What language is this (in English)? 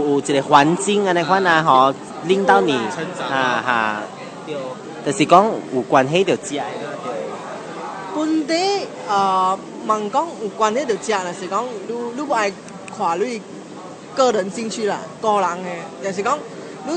Min Nan Chinese